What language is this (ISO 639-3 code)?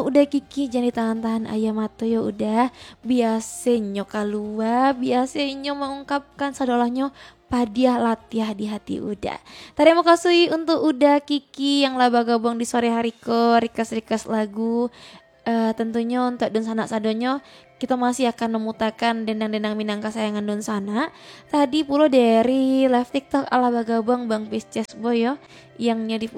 min